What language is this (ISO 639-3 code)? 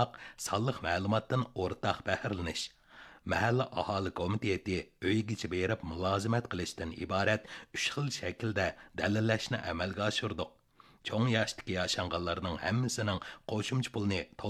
uig